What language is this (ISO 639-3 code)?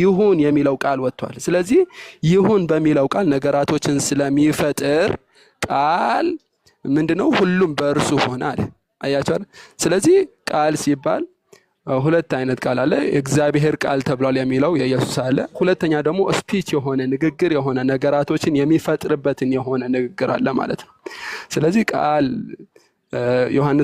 amh